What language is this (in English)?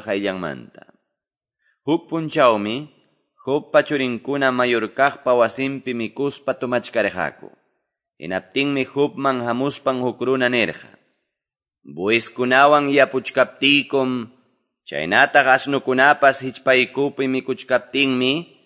Quechua